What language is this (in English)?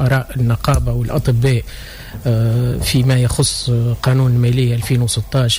Tunisian Arabic